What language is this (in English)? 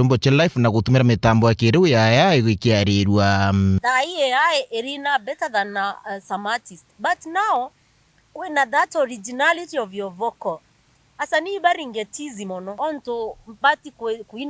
Meru